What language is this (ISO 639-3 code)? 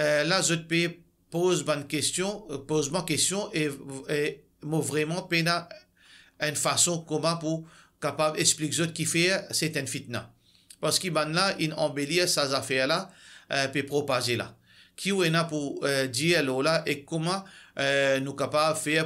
mfe